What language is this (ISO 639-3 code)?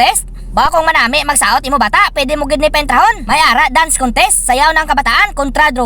hil